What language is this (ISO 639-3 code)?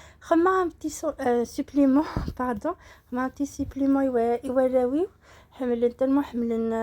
kab